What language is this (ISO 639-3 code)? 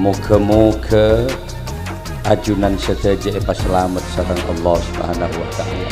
mad